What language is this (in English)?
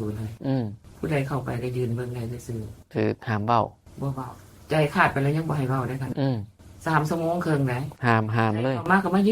Northeastern Thai